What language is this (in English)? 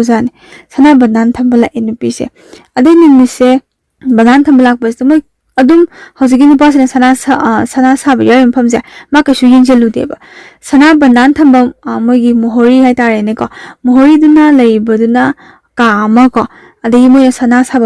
Manipuri